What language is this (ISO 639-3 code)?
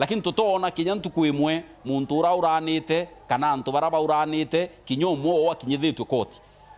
mer